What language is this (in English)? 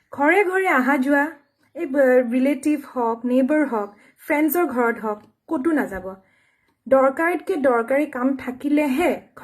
Assamese